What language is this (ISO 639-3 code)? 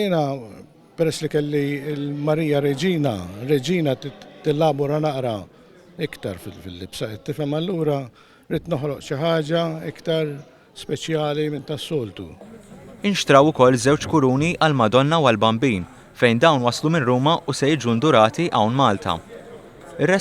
mlt